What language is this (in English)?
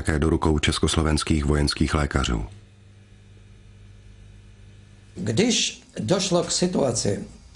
Czech